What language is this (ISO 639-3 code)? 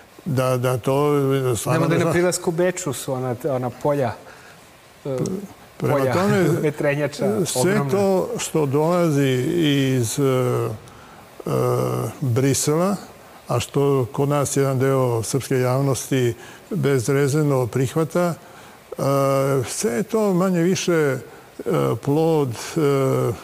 srp